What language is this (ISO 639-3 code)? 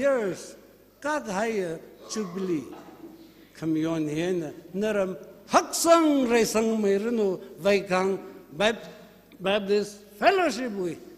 nmf